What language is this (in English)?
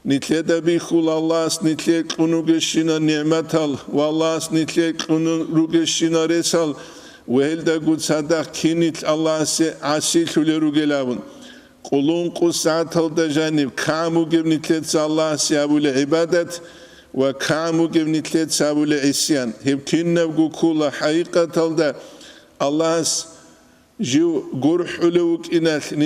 Avaric